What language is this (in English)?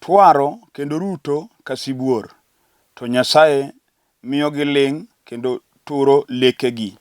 Luo (Kenya and Tanzania)